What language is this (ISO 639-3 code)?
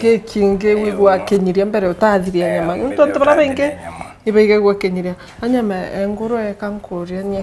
mer